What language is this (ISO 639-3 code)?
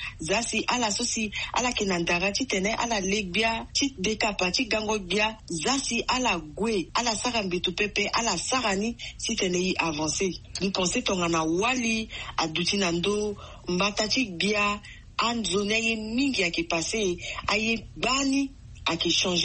sag